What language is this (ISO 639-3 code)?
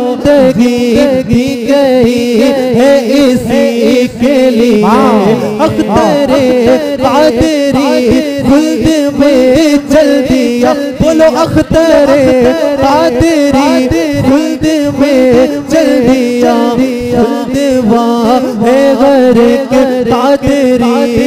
hin